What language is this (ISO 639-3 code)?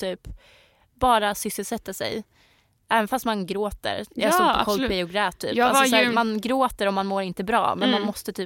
swe